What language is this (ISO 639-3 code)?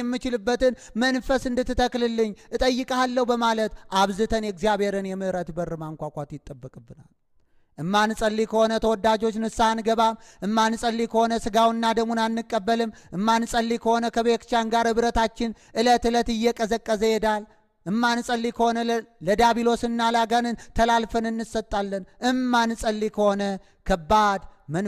amh